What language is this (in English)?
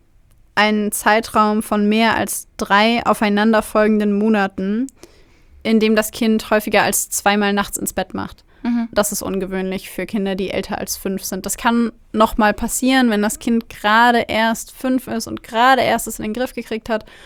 German